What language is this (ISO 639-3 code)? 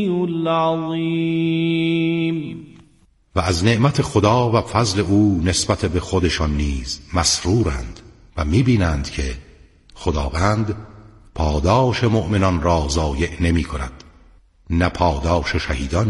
fas